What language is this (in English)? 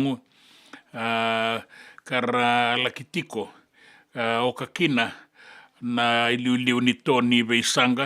Fijian